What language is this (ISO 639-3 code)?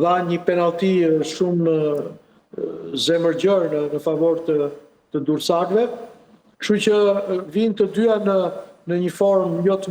sqi